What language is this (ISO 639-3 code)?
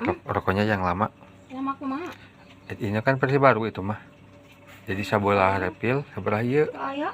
sun